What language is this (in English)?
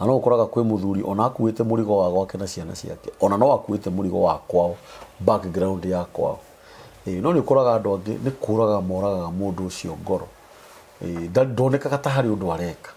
Kikuyu